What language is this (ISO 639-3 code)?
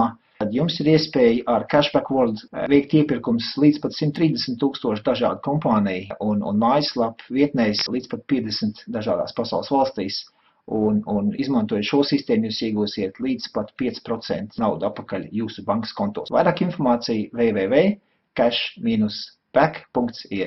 lav